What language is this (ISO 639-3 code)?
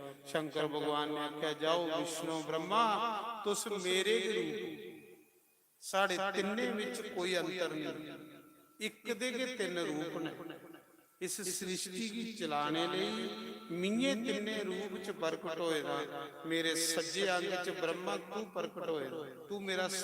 doi